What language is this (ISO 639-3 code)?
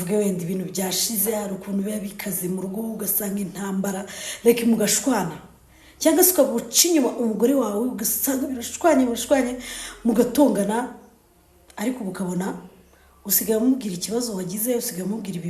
kin